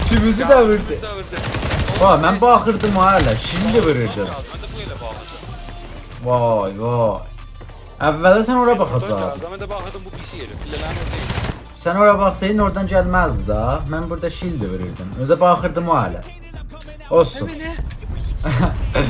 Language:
South Azerbaijani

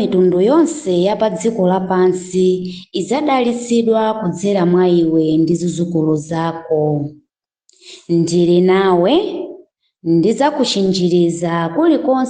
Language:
Nyanja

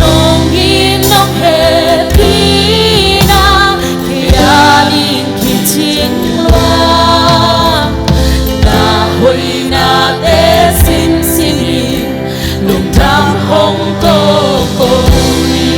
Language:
Tedim Chin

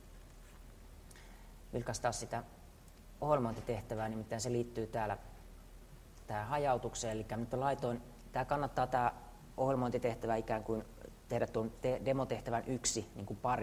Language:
Finnish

